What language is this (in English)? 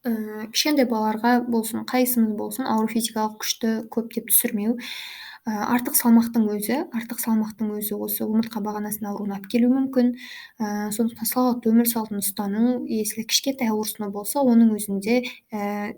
Kazakh